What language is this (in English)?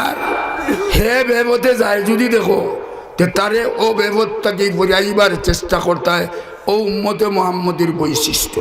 Sylheti